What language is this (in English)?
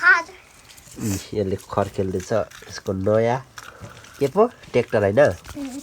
Nepali